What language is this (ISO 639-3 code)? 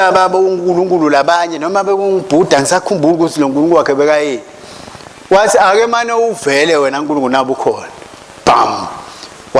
ssw